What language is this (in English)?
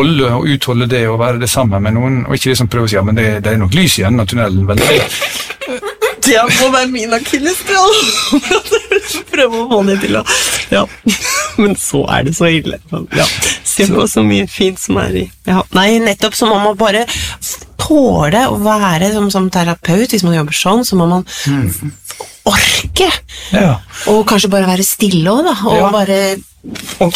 Norwegian